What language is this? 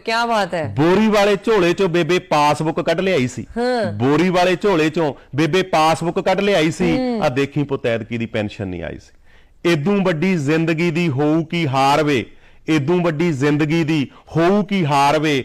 Punjabi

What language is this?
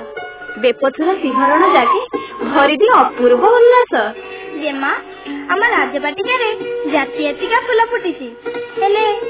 Odia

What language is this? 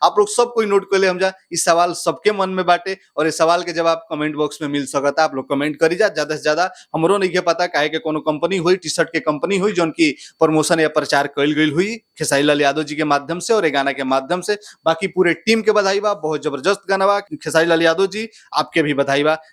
Bhojpuri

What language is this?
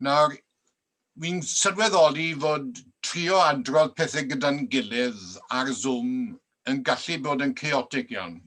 Welsh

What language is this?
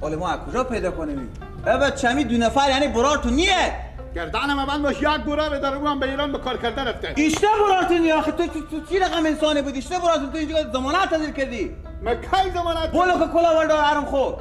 Persian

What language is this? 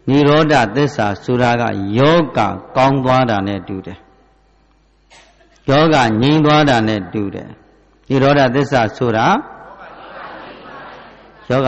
Burmese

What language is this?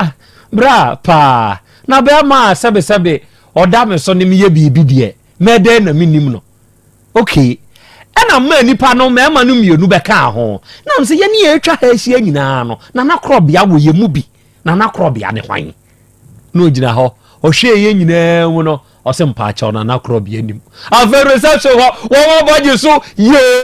Akan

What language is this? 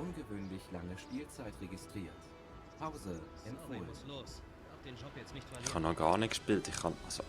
Swiss German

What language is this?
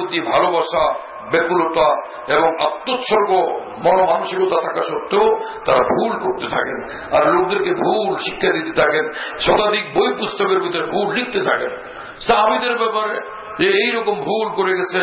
Bangla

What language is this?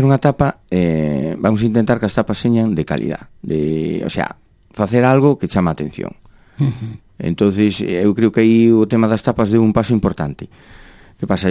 Galician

